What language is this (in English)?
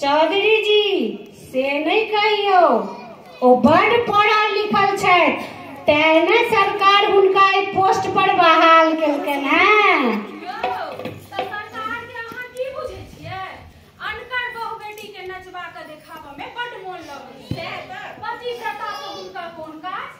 Maithili